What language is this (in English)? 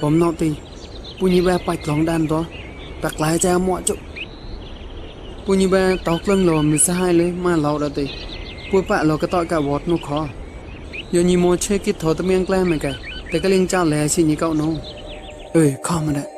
Mon